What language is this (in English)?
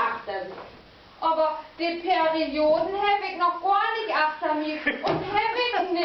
Low German